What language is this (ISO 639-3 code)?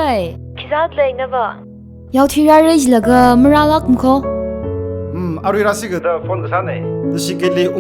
nmf